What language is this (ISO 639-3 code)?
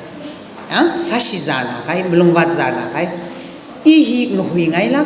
nmf